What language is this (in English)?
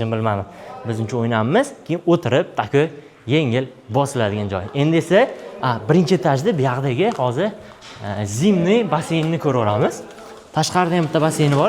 Uzbek